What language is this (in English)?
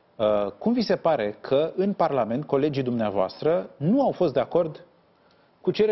Romanian